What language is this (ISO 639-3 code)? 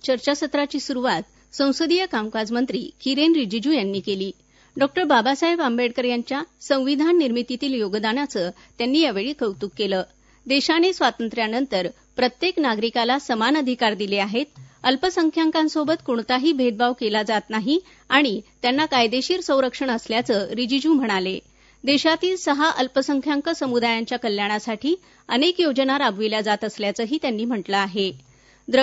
mar